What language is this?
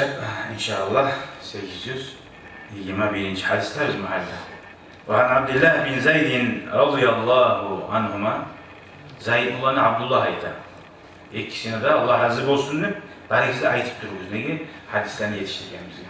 Kumyk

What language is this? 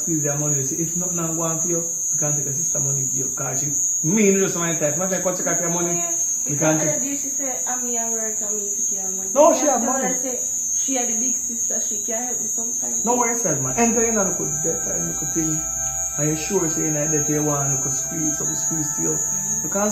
Jamaican Creole English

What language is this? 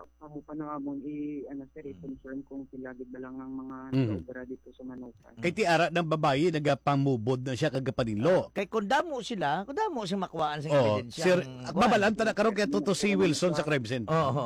Hiligaynon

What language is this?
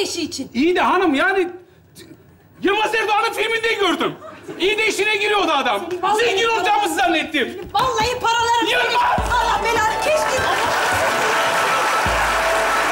Turkish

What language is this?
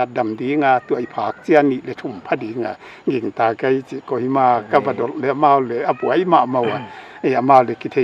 Paite Chin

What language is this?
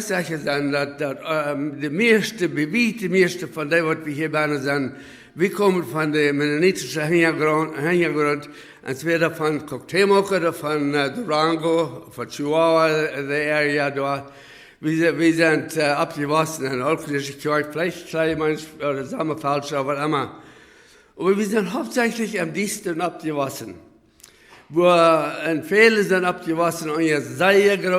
Plautdietsch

